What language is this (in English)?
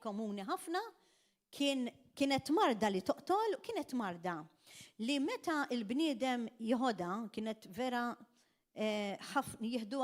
Maltese